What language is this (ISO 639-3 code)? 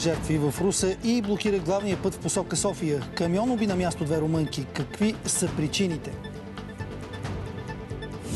bul